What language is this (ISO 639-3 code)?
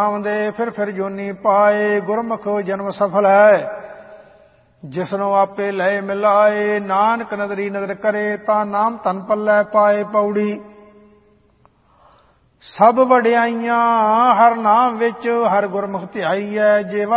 pan